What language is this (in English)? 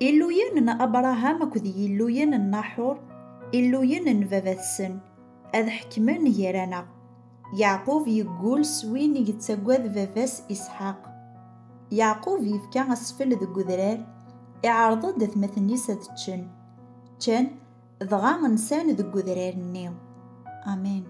Kabyle